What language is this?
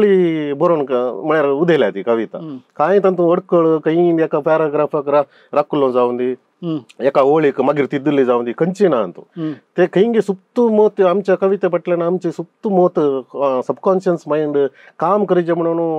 Konkani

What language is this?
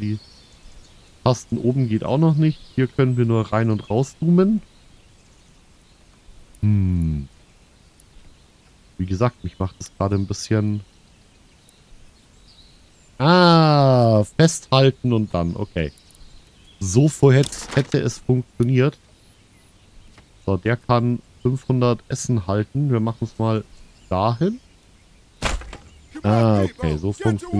German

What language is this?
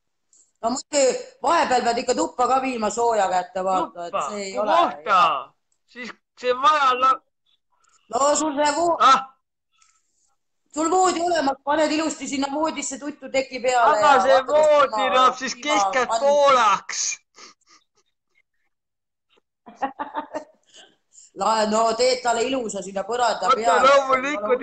Estonian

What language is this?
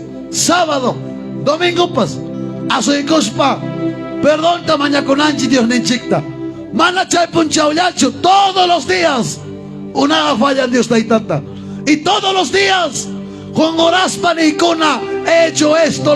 Ayacucho Quechua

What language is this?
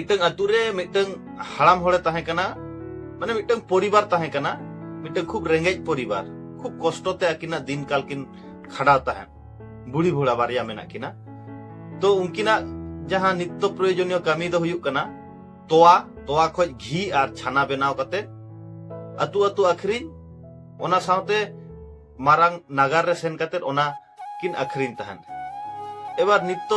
Santali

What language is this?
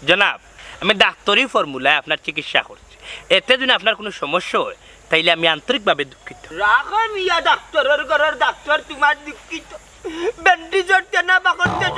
Sylheti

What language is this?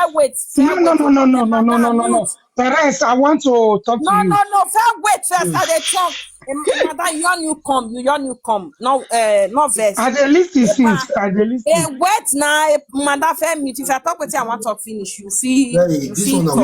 Nigerian Pidgin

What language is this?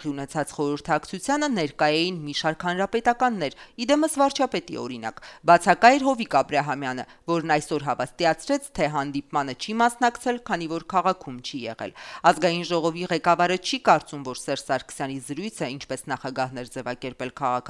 Armenian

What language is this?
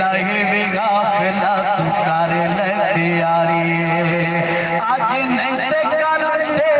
Saraiki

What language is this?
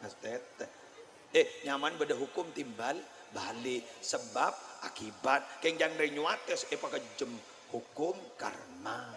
Madurese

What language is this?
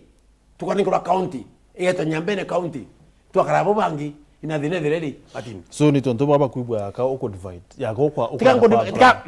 Meru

